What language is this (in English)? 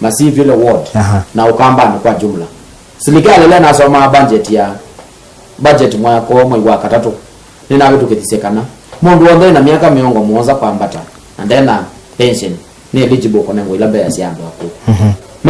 Kamba